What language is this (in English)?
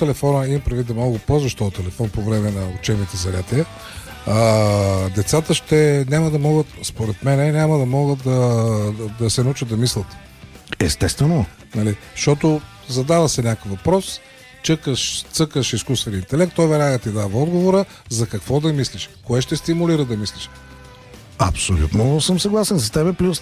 Bulgarian